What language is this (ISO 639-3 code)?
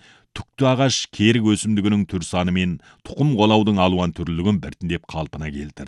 kaz